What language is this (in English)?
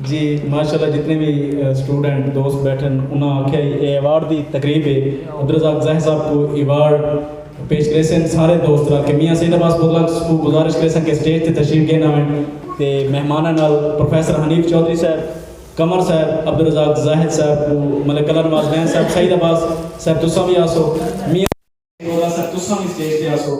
Saraiki